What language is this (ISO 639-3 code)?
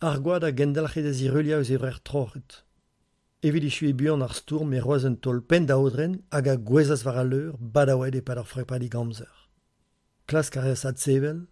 bre